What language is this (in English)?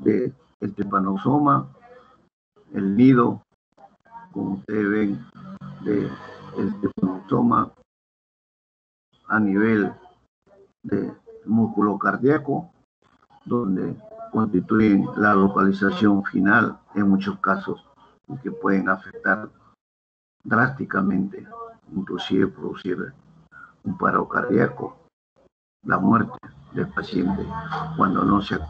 Spanish